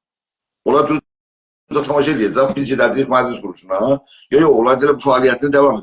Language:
South Azerbaijani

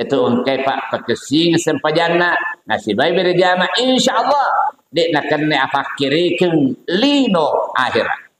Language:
Buginese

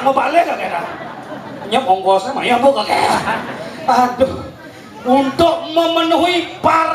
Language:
Balinese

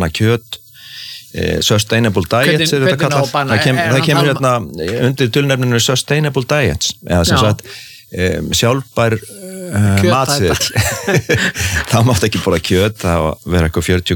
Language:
Icelandic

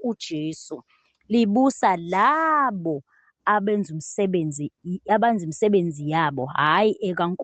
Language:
Zulu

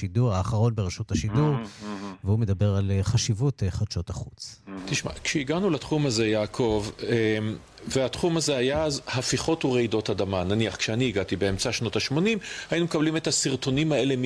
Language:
Hebrew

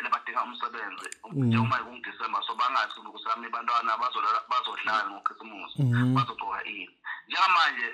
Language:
Zulu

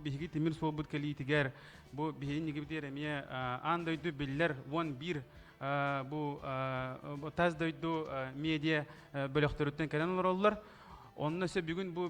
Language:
Yakut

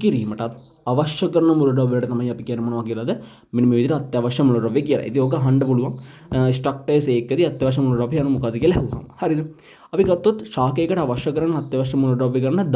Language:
Sinhala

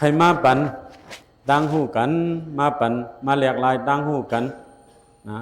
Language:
Shan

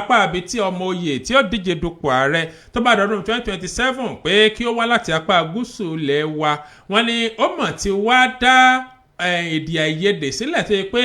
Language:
Yoruba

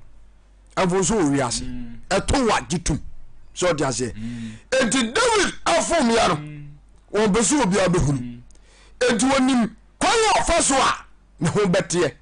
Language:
Akan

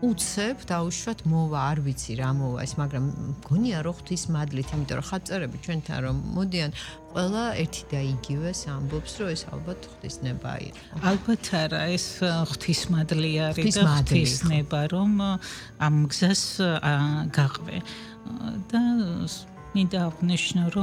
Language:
Georgian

